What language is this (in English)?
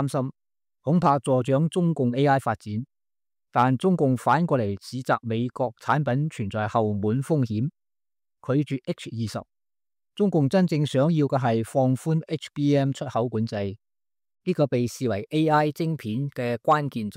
Cantonese